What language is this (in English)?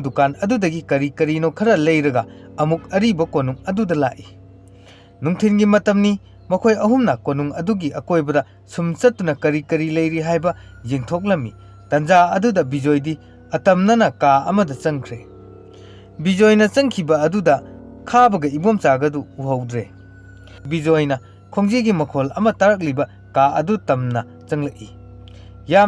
Manipuri